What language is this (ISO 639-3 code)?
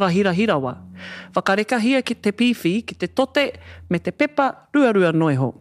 mri